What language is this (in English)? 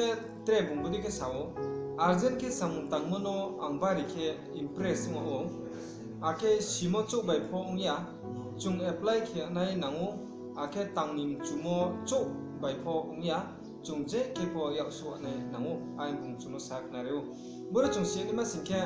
Riang (India)